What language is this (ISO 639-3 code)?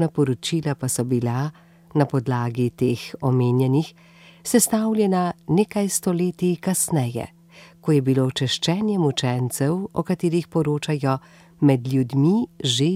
slv